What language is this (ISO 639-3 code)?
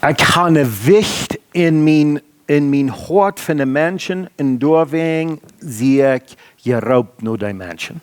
pdt